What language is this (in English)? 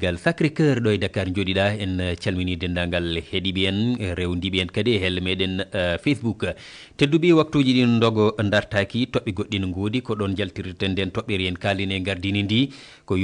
Fula